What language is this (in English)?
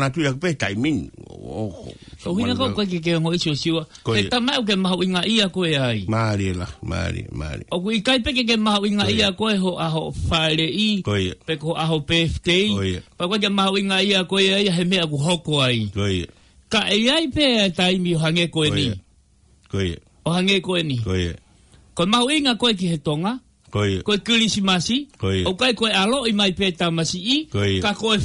Tongan